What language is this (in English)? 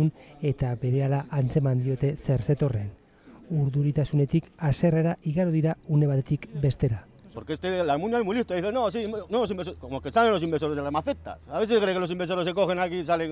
Basque